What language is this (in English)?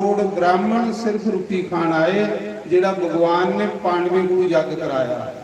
Dogri